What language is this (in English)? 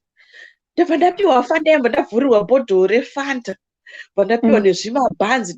Shona